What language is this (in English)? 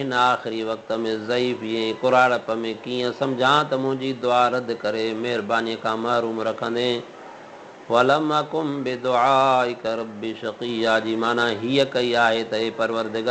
Sindhi